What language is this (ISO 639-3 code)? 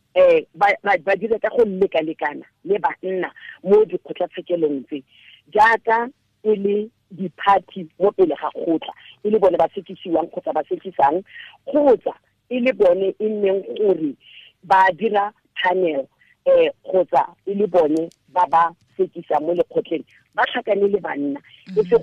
tsn